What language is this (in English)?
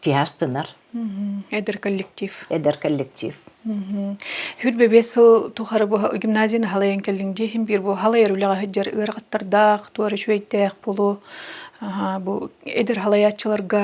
Yakut